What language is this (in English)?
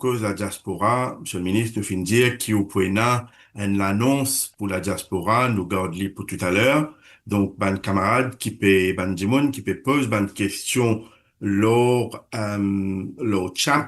Morisyen